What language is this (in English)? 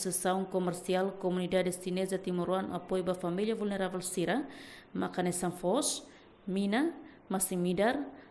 Tetum